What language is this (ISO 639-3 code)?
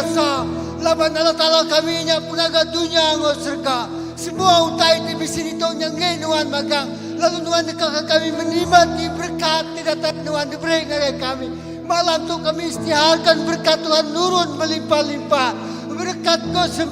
iba